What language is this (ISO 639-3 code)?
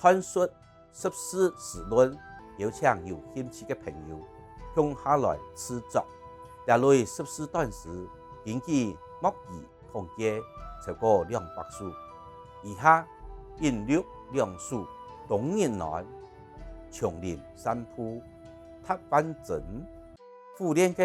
hak